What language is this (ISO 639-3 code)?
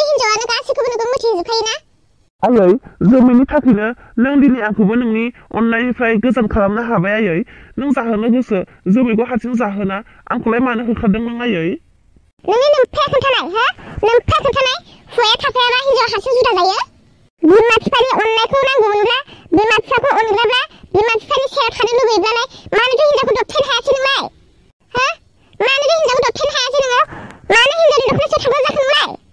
brx